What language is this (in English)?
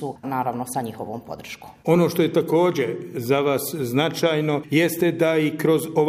Bosnian